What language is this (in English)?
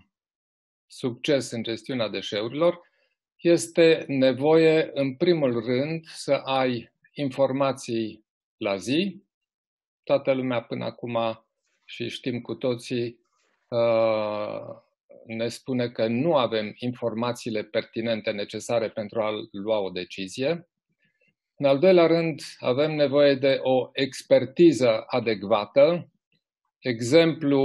Romanian